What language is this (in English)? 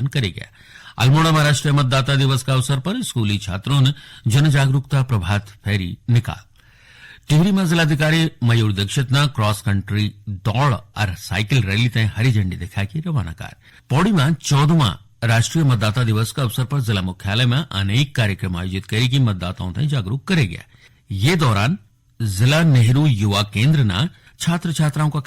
Garhwali